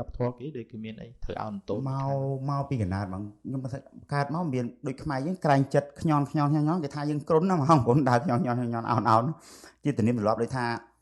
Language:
Khmer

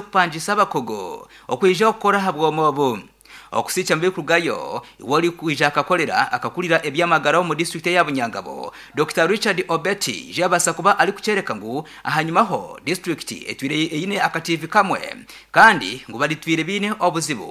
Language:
Nyankole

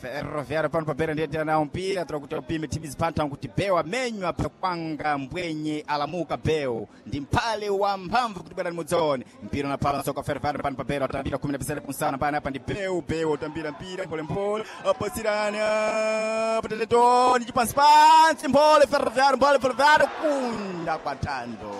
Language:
Sena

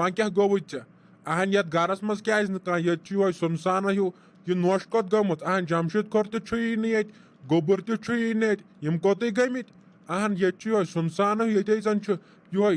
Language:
Kashmiri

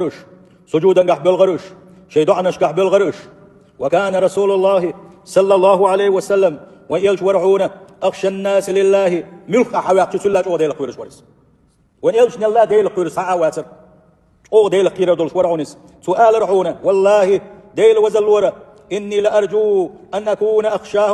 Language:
Chechen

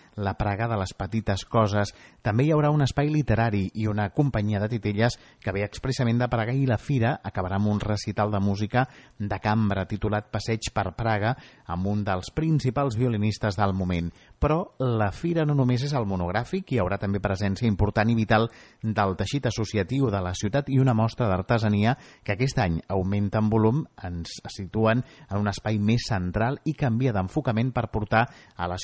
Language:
Catalan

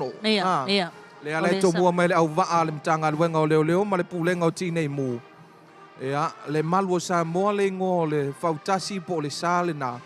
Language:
Samoan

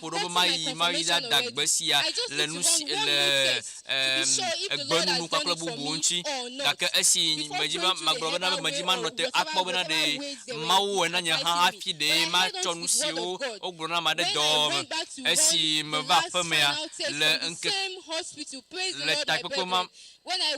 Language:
Ewe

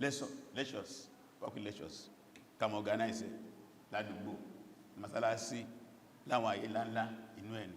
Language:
Yoruba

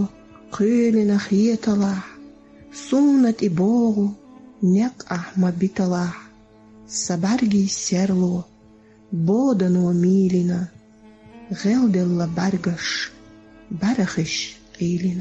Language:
Chechen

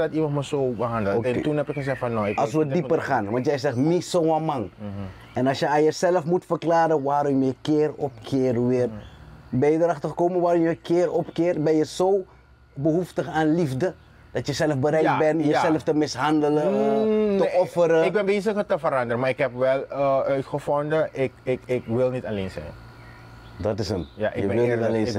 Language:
Dutch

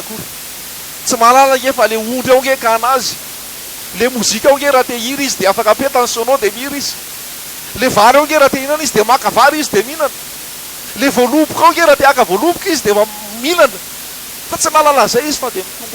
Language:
Malagasy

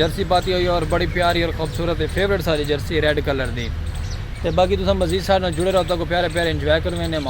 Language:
Saraiki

